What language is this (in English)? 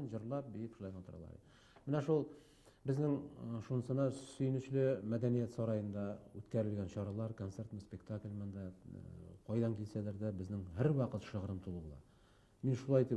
Bashkir